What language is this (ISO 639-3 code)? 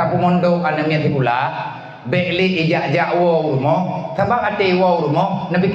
ace